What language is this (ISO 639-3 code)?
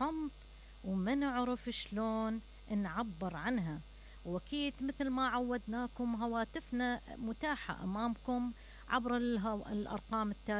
acm